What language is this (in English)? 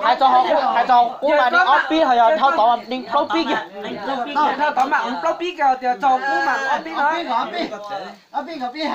Hmong